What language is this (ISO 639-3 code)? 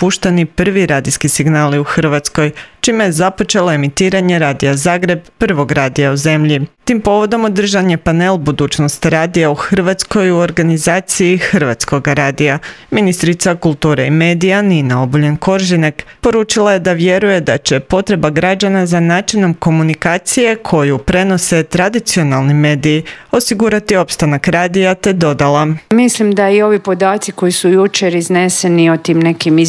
hrv